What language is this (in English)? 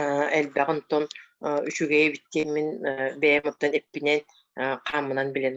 Yakut